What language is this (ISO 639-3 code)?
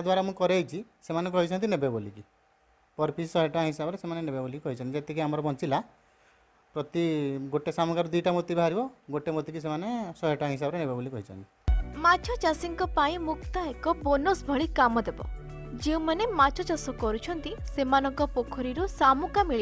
ori